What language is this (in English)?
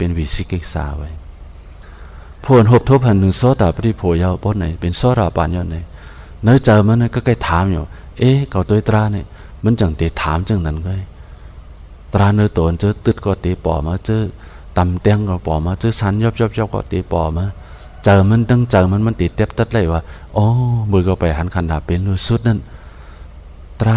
Shan